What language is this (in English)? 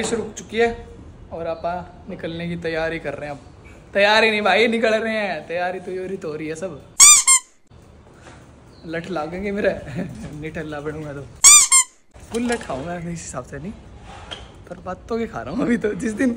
Hindi